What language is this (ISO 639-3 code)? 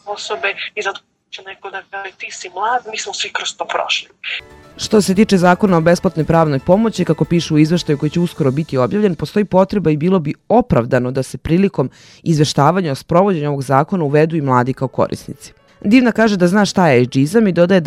srp